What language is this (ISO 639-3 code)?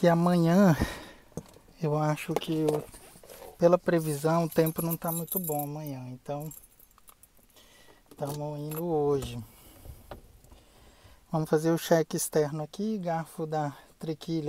por